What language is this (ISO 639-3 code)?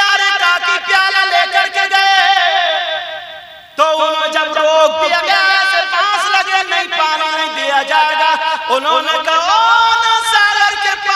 hin